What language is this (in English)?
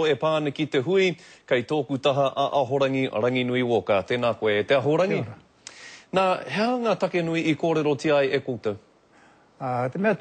Māori